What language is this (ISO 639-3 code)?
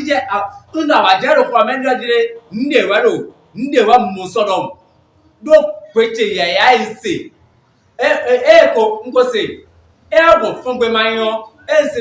fon